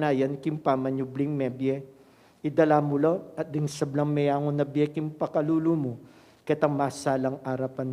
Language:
Pampanga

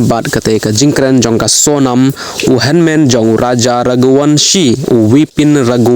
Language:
Khasi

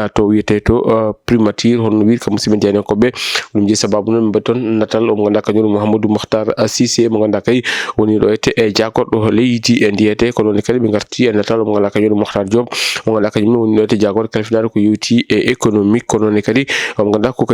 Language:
Fula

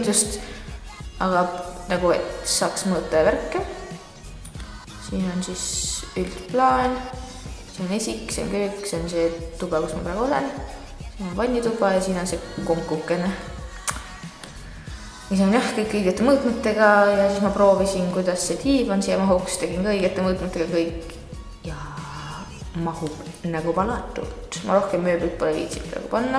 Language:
Estonian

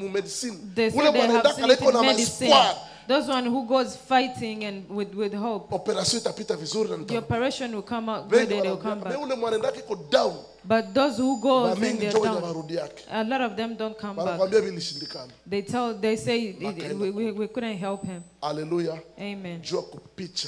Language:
Swahili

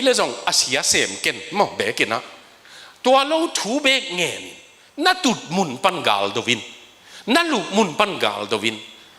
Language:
Tedim Chin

